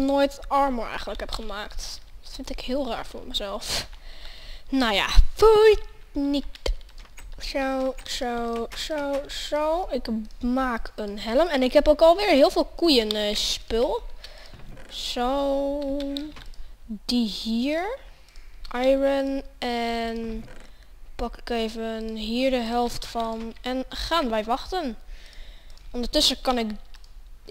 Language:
Dutch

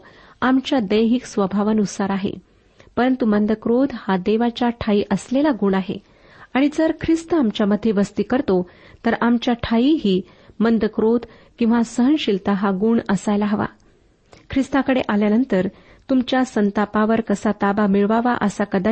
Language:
Marathi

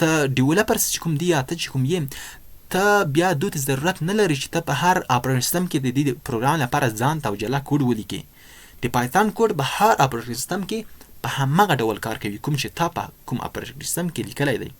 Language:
Pashto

